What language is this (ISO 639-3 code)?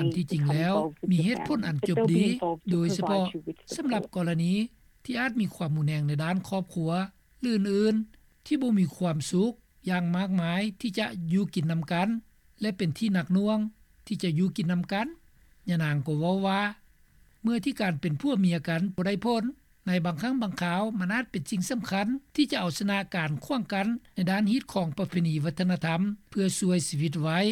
lao